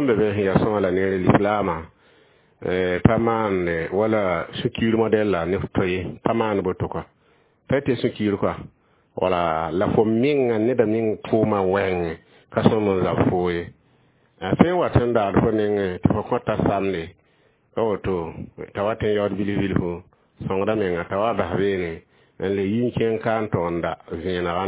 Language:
Mossi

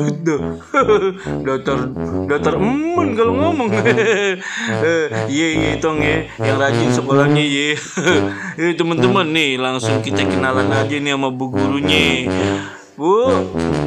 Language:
Betawi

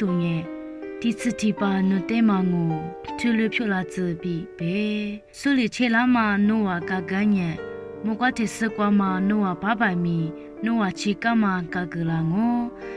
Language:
Lisu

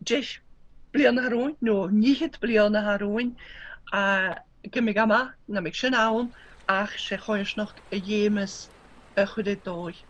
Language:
Scottish Gaelic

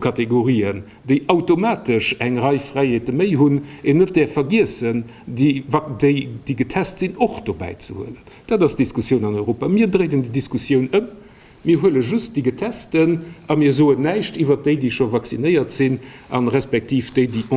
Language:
Luxembourgish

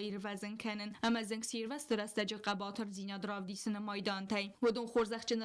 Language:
Ossetic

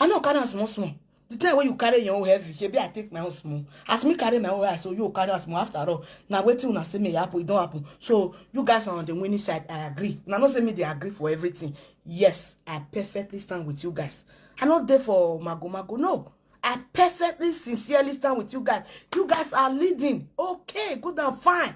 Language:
Nigerian Pidgin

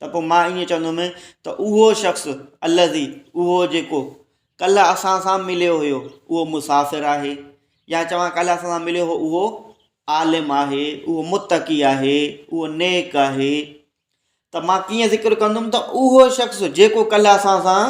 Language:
Sindhi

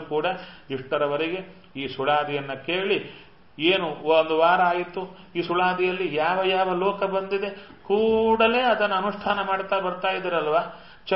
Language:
Kannada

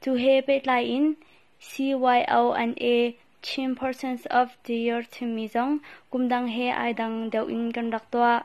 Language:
Hakha Chin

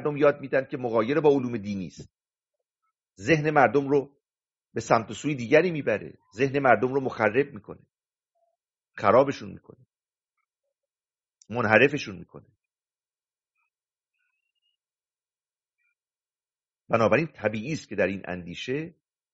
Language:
Persian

